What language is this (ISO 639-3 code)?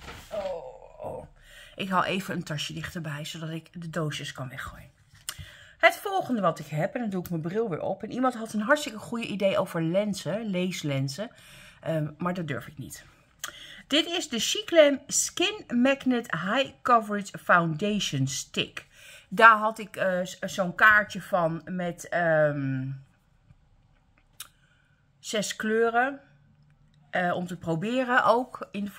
nld